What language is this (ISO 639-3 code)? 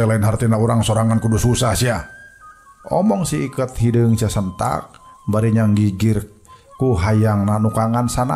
sun